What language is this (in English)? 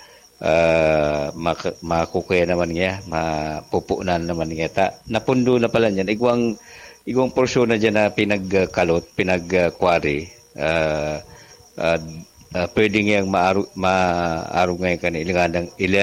Bikol